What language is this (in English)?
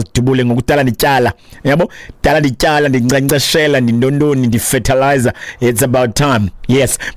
Xhosa